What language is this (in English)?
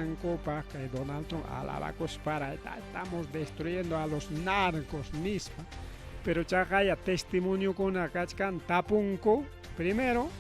Ayacucho Quechua